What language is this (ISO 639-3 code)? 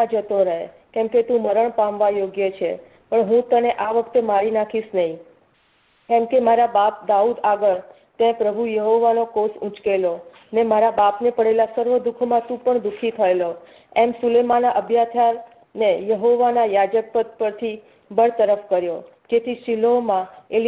guj